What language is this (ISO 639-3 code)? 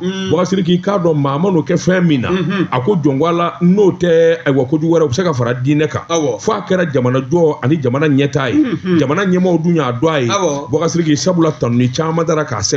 bam